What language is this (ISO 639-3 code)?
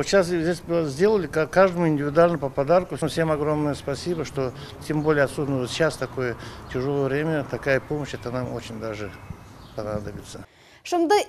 crh